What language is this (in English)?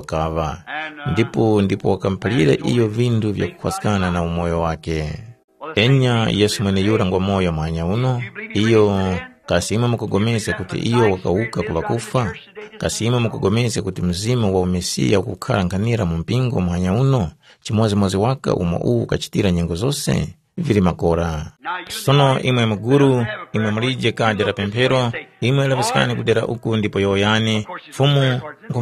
Tumbuka